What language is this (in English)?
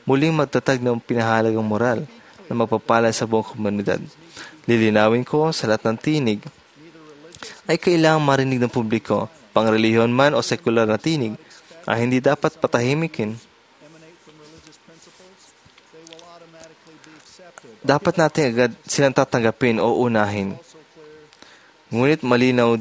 Filipino